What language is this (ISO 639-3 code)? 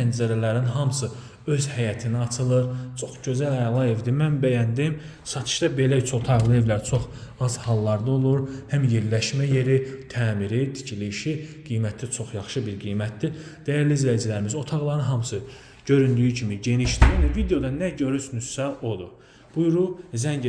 aze